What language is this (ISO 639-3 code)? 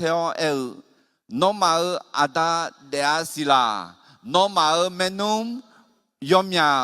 ahk